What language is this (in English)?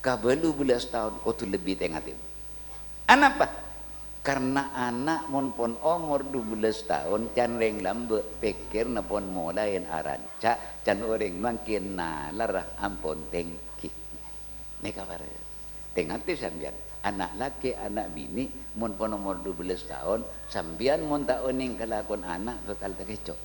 Madurese